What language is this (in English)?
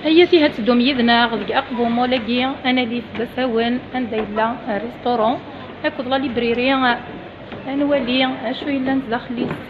Kabyle